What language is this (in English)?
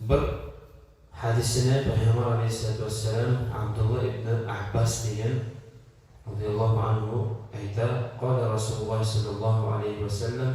Kumyk